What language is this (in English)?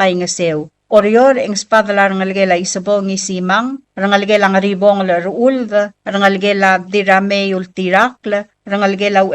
Palauan